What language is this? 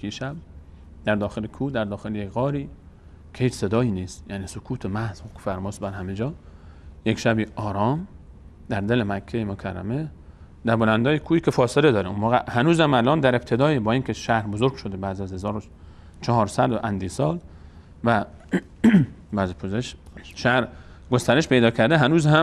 Persian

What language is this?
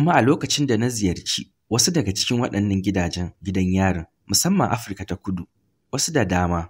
Hausa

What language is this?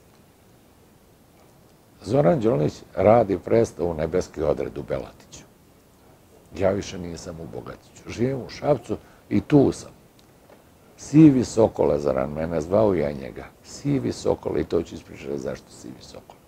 Serbian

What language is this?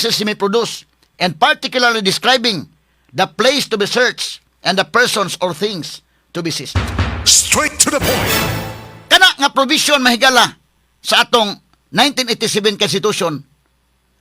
Cebuano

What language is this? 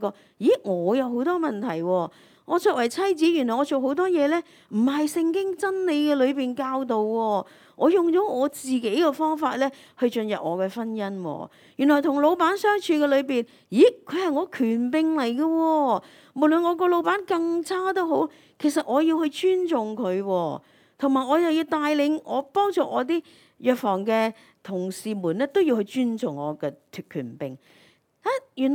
Cantonese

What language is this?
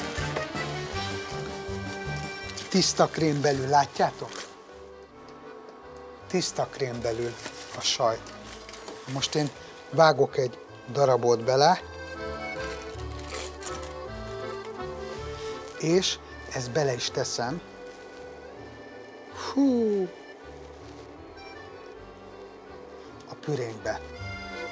Hungarian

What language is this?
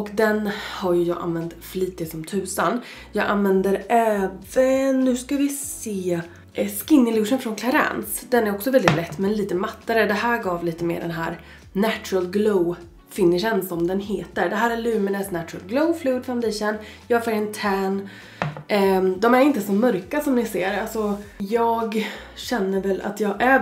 Swedish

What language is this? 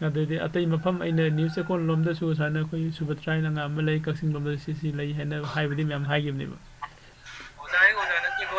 Manipuri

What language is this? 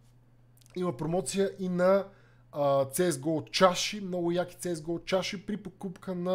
Bulgarian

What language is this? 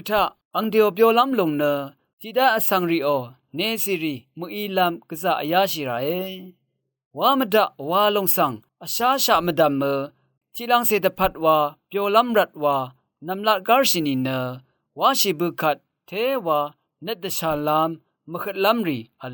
Rawang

